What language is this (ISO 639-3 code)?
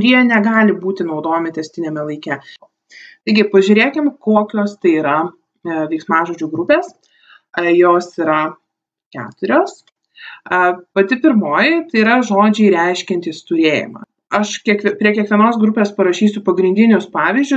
lit